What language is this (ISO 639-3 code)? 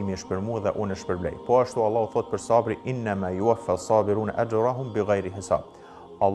sqi